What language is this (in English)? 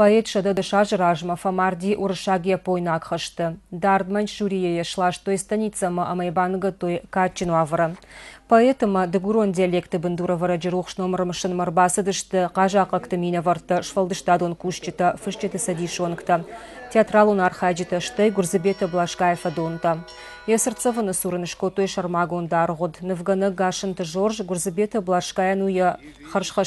Ossetic